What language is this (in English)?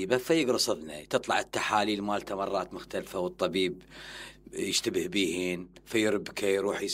Mesopotamian Arabic